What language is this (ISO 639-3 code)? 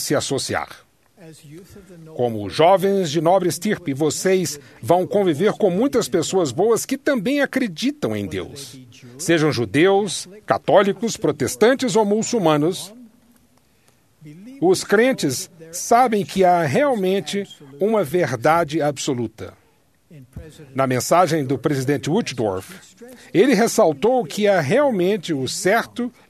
por